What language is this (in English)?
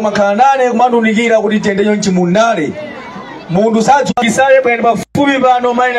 Nyanja